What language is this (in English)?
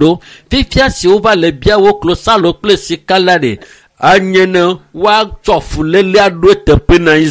Ewe